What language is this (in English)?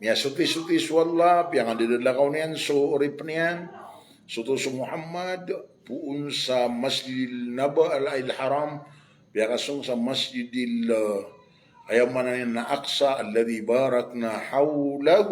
Maranao